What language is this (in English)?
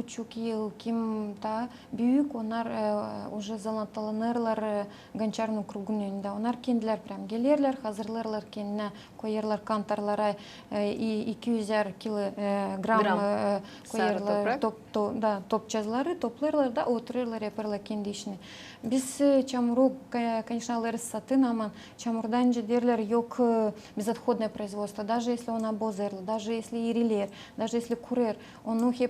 Gagauz